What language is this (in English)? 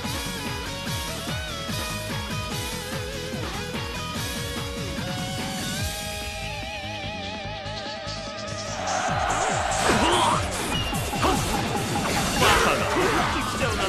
Japanese